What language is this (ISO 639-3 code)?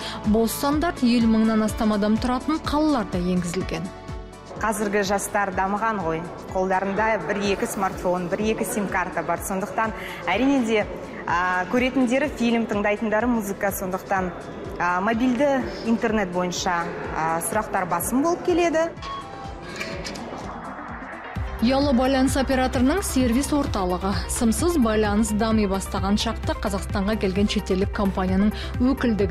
kaz